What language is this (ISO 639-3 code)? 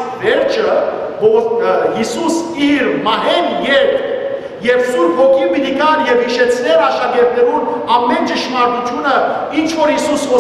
hyw